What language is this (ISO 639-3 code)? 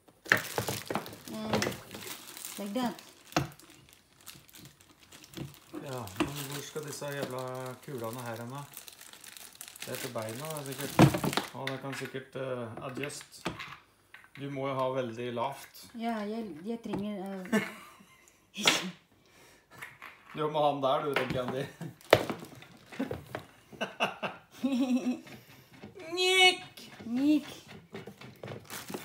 nor